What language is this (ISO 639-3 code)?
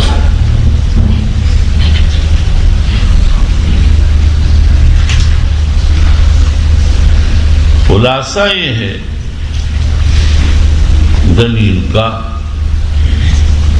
urd